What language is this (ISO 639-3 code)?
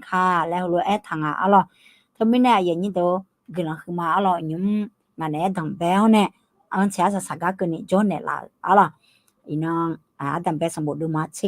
ahk